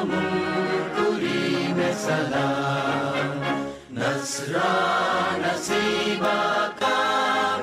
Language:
Divehi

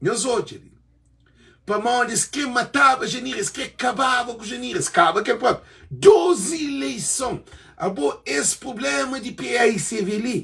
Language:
Kabuverdianu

